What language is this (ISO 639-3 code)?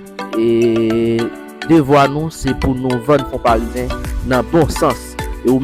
hat